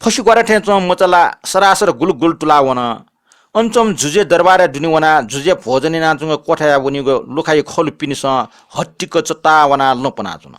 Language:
Newari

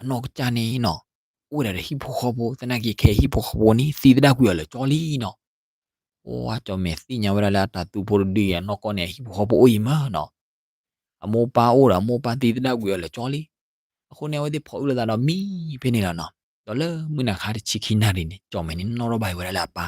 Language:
S'gaw Karen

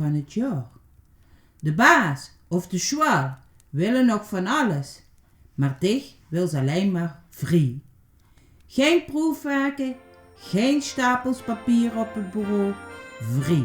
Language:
Limburgish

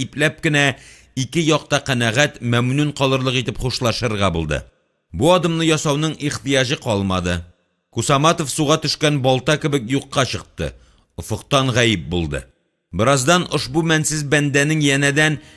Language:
Tatar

